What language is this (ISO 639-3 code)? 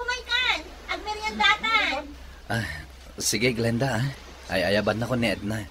ilo